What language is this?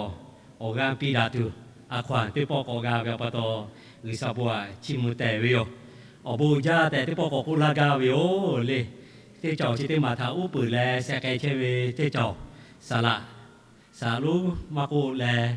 Lahu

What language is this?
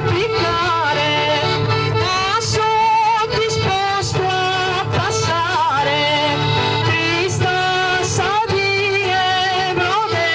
Sardinian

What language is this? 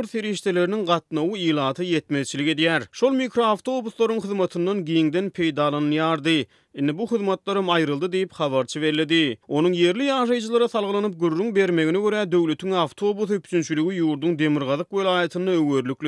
Turkmen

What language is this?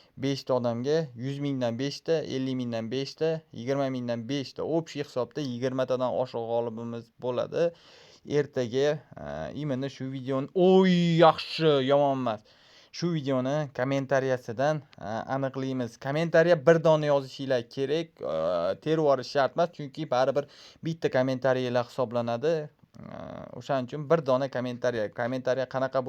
Uzbek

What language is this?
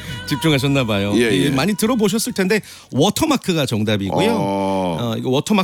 Korean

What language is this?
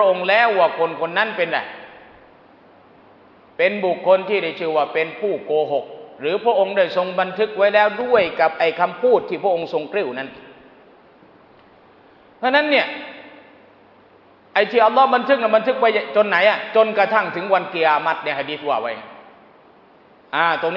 Thai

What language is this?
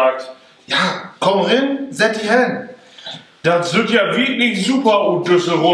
Low German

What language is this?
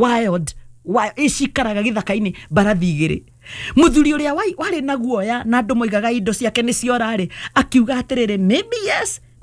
Kikuyu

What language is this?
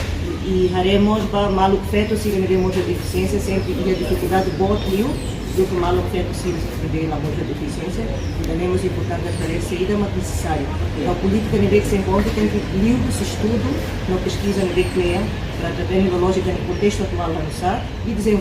Tetum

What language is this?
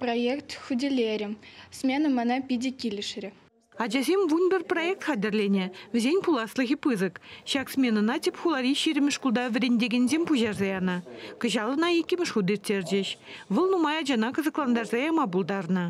Chuvash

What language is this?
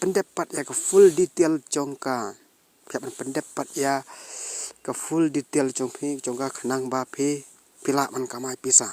Khasi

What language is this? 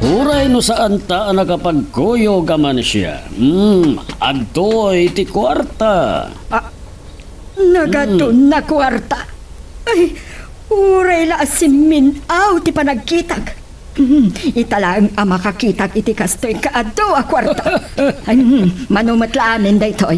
Iloko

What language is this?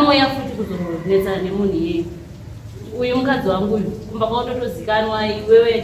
Shona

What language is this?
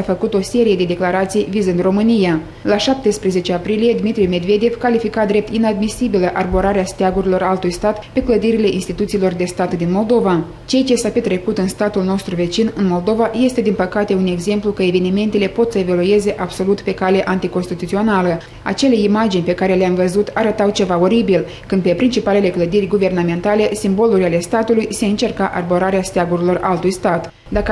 Romanian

